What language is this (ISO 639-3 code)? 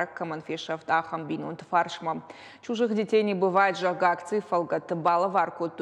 oss